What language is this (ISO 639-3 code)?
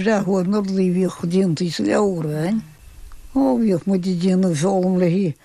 gle